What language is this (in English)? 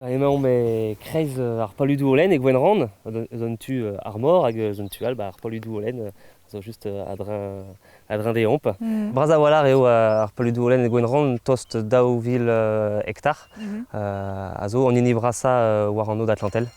Breton